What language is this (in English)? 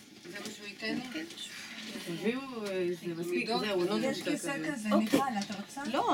Hebrew